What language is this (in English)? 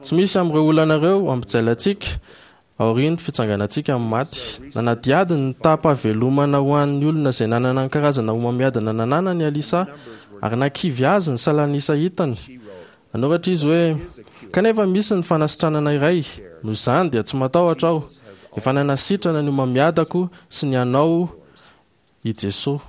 Malagasy